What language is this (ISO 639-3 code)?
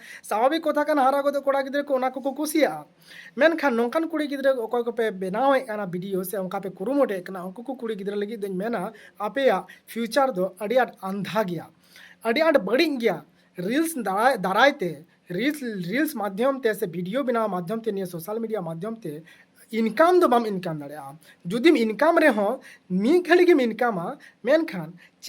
sat